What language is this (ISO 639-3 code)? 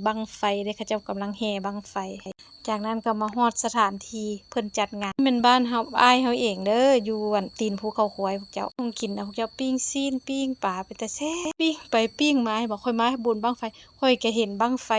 lao